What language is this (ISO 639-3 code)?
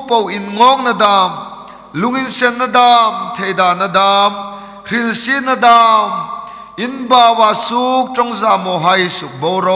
hmr